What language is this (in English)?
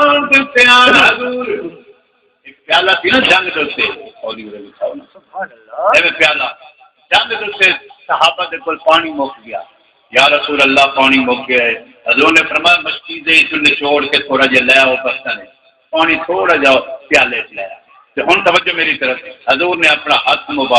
Saraiki